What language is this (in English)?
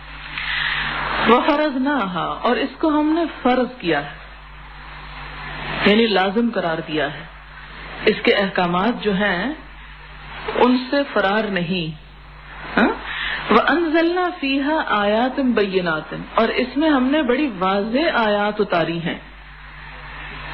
Urdu